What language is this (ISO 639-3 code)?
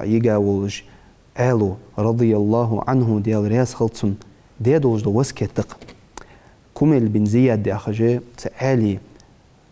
inh